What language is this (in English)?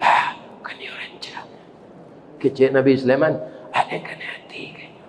Minangkabau